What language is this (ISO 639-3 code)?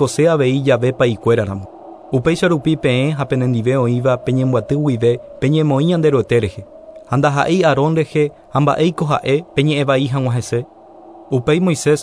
grn